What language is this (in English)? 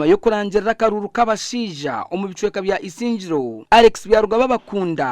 Nyankole